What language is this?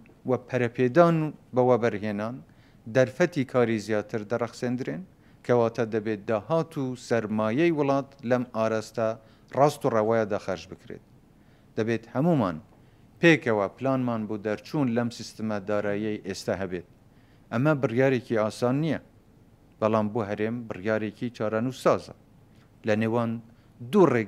Central Kurdish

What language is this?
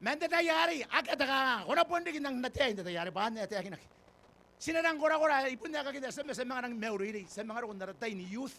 Gilbertese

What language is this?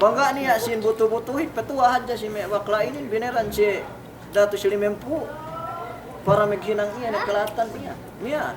Yakan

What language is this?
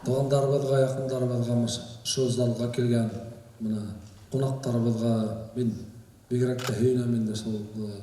Bashkir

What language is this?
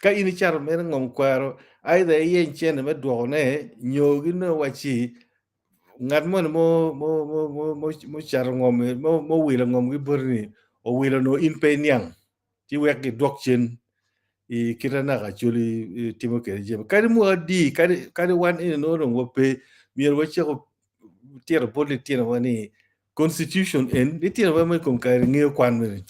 Acoli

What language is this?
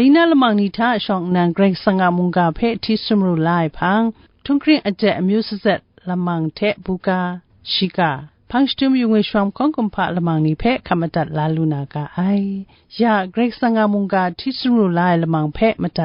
Kachin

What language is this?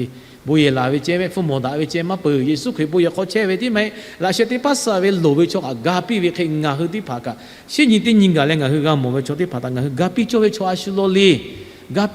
Lahu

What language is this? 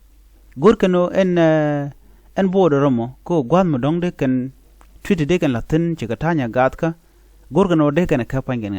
Nuer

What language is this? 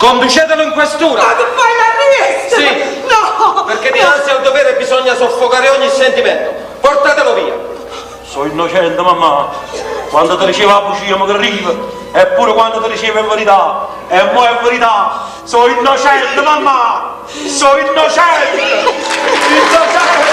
Neapolitan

